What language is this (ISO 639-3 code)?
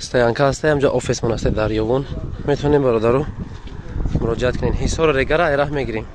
tgk